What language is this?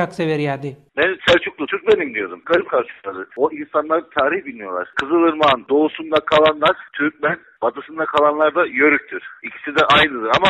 Turkmen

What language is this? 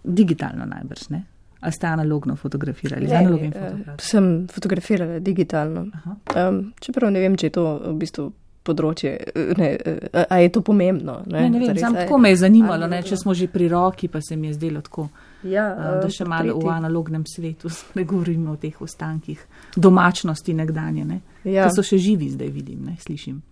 Slovenian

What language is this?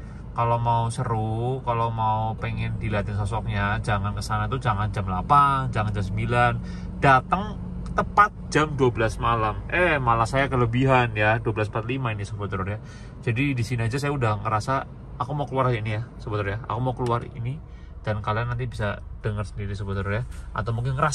Indonesian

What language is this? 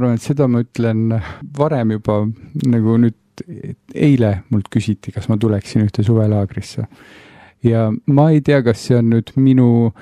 Estonian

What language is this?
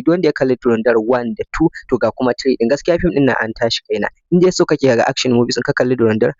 Hausa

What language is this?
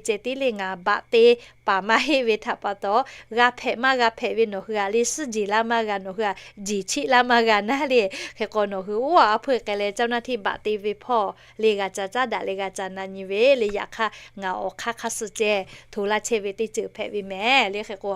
Lahu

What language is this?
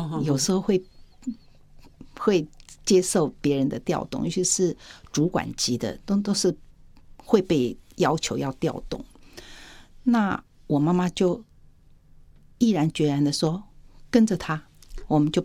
Chinese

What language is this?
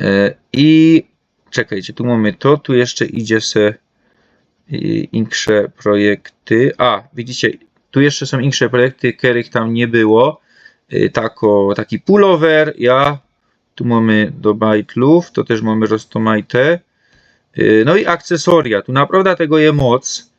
Silesian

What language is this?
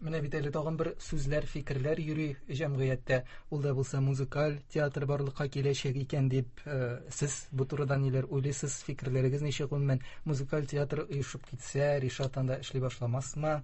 Tatar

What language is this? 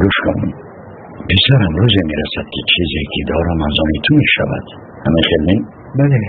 Tajik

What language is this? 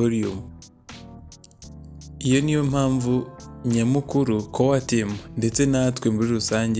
Kinyarwanda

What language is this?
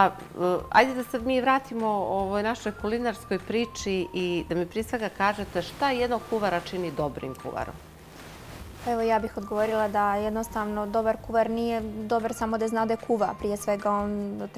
Bosnian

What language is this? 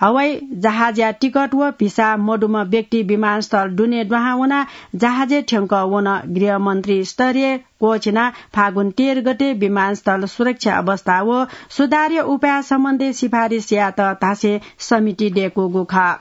Newari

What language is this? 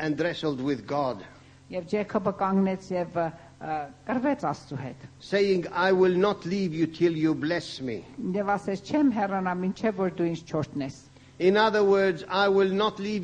Armenian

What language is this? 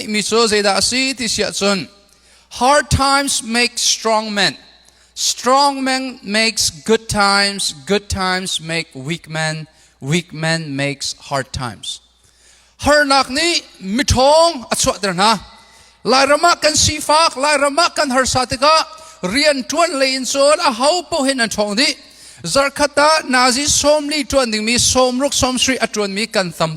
Hakha Chin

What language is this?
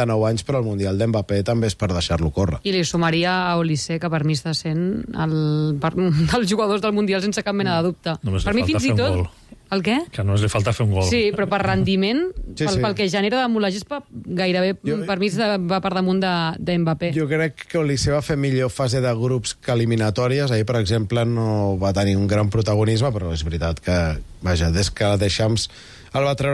Catalan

